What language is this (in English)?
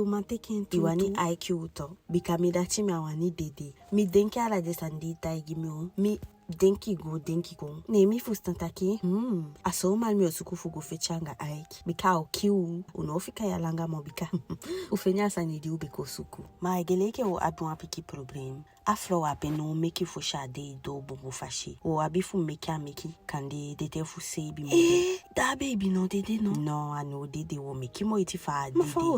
Eastern Maroon Creole